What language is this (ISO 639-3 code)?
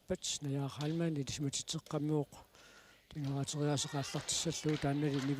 kal